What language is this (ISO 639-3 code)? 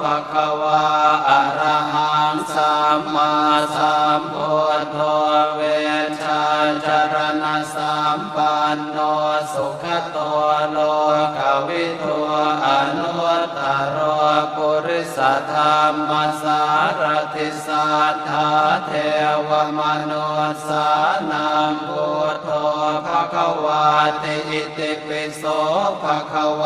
pli